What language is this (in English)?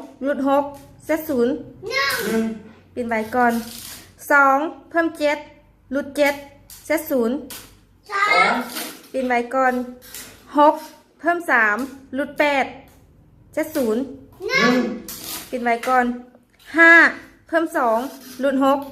Lao